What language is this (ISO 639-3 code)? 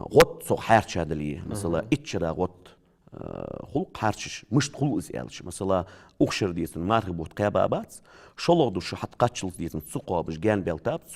inh